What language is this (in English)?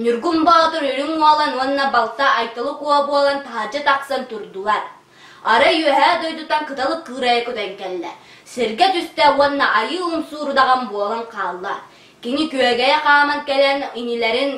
Yakut